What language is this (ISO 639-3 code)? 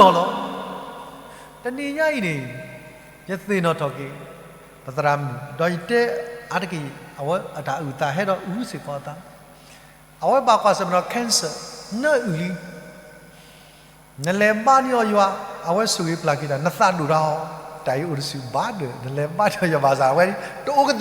ksw